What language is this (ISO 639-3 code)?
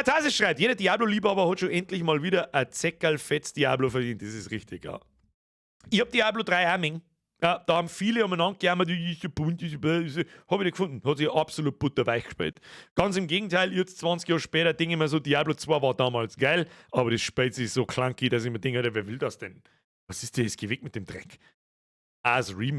bar